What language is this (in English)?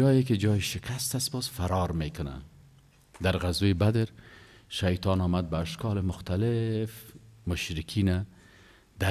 Persian